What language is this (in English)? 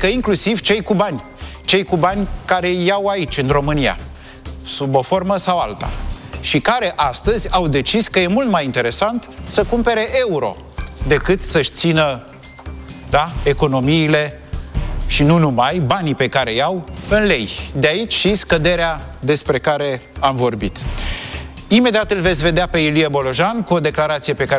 Romanian